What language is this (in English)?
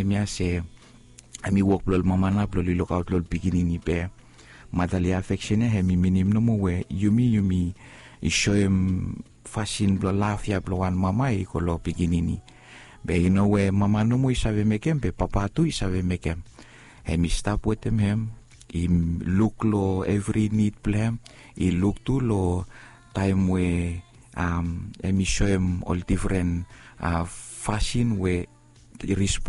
Bislama